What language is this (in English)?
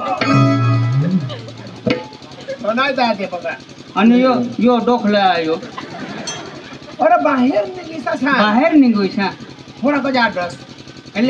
Marathi